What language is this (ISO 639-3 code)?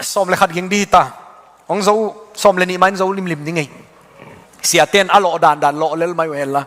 ctd